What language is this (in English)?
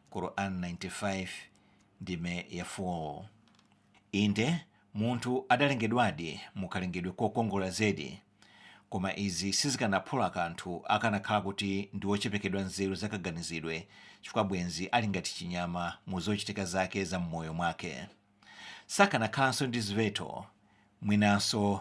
Nyanja